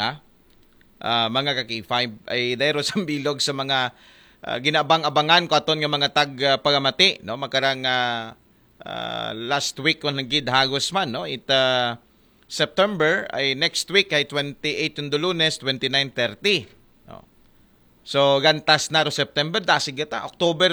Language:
Aklanon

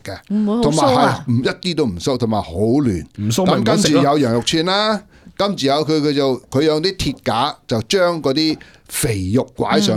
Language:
Cantonese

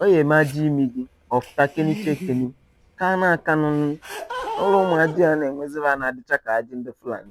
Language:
Igbo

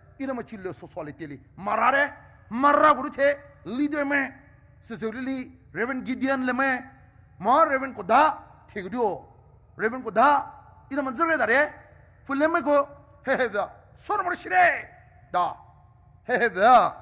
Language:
Poumei Naga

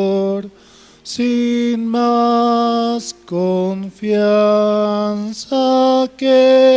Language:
Aymara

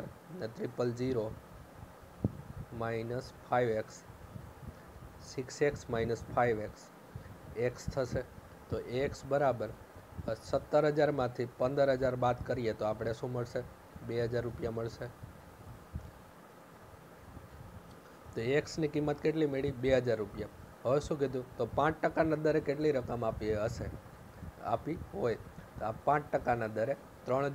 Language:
Gujarati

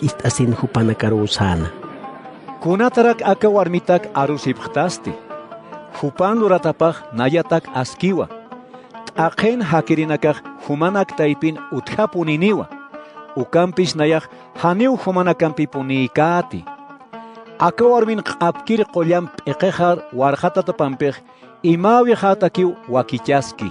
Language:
Aymara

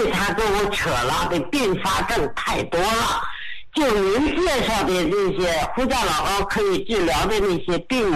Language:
Chinese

